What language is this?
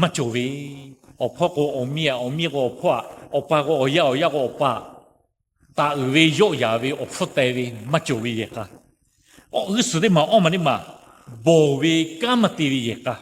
Lahu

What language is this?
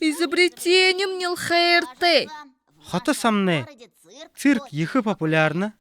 Buriat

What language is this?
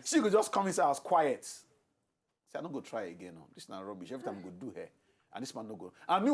Nigerian Pidgin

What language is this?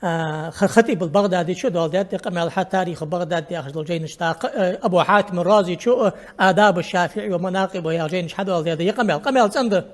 Ingush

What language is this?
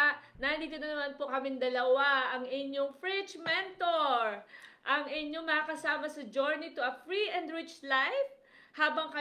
Filipino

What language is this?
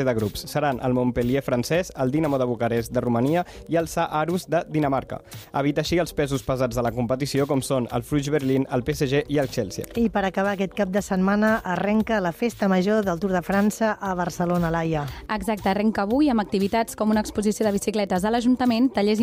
Catalan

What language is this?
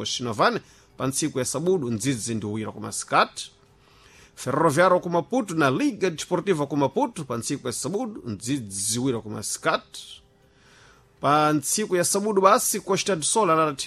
Sena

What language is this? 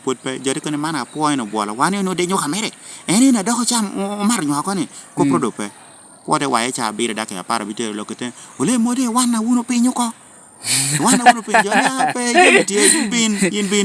Lango (Uganda)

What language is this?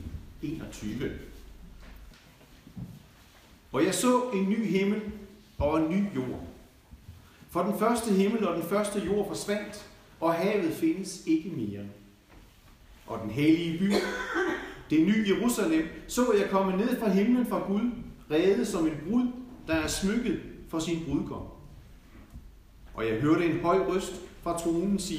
Danish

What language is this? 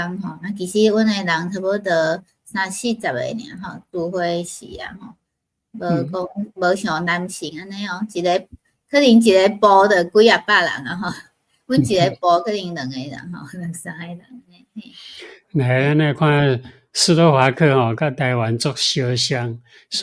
Min Nan Chinese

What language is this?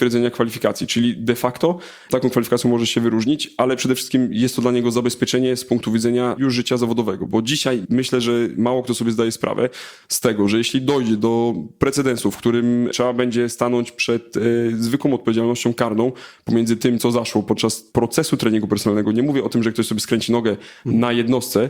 Polish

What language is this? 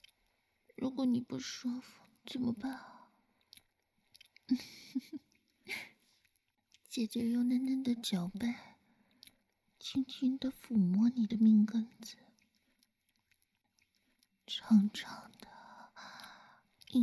Chinese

